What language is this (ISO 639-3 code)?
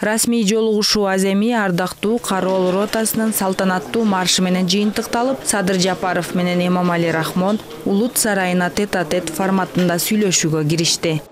kir